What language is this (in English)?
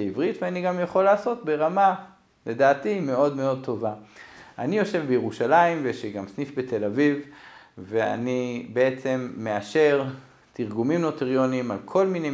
Hebrew